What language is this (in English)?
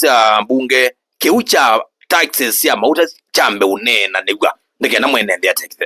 Kamba